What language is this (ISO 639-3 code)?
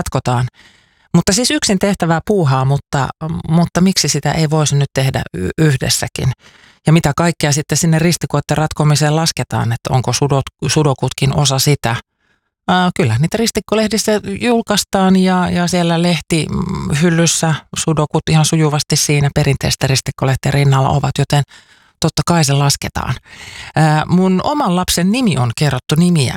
fin